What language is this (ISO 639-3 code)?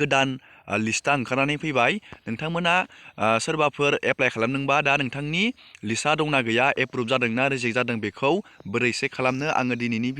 brx